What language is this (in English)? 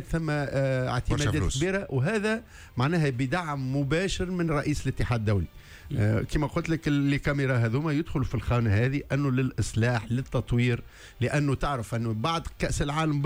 Tunisian Arabic